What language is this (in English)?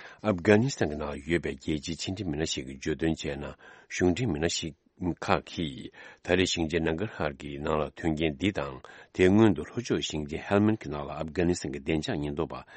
Tibetan